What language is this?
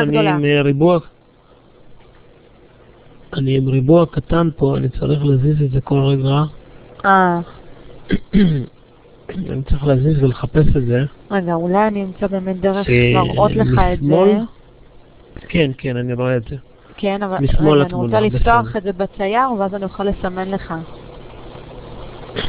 Hebrew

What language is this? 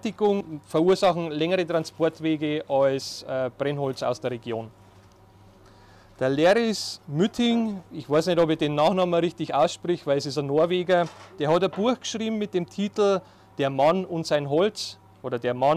German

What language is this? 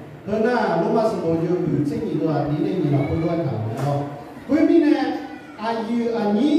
Akha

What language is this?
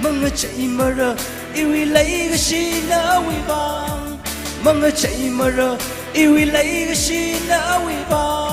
Tangkhul Naga (India)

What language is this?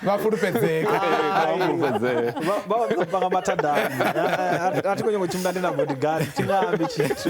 Venda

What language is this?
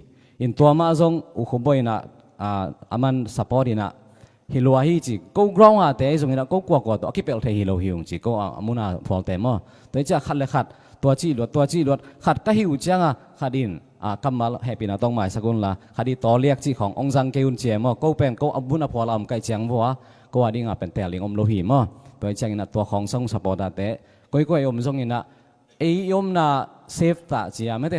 Tedim Chin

